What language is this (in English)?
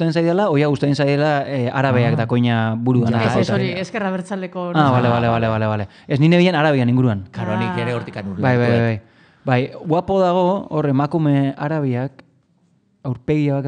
Basque